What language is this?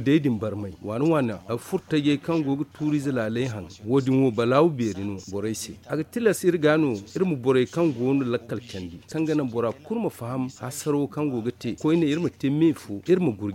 Zarma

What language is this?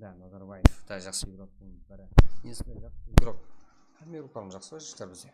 Kara-Kalpak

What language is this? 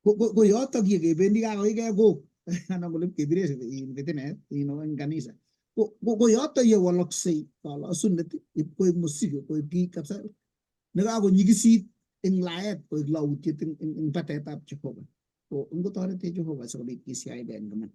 Kalenjin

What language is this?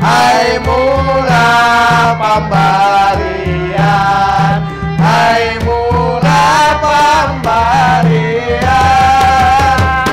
Banjar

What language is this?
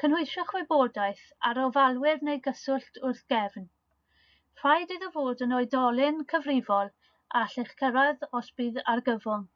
Welsh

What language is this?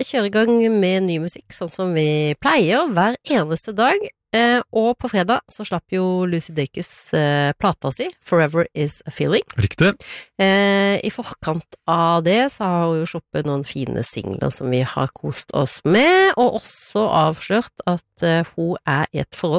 Norwegian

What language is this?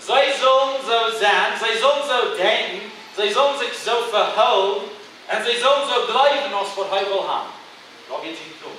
Plautdietsch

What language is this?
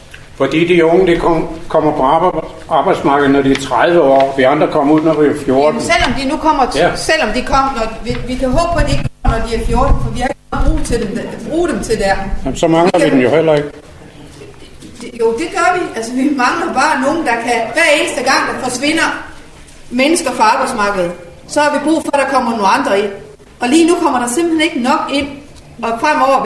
Danish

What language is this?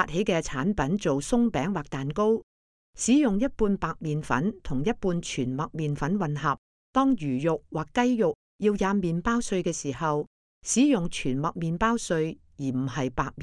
Cantonese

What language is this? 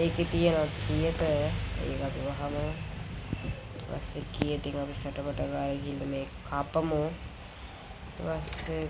Sinhala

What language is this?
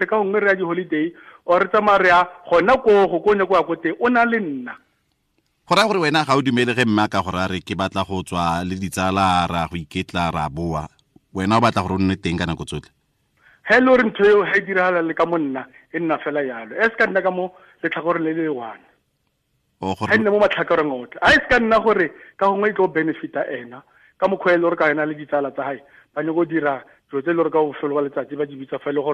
Tswana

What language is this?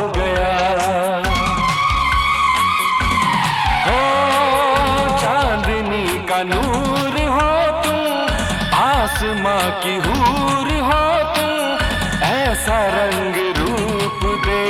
Hindi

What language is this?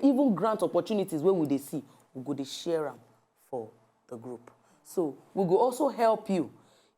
Nigerian Pidgin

